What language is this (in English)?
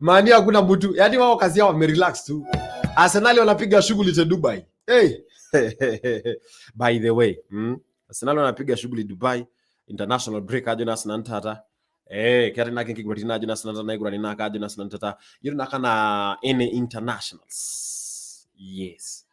Masai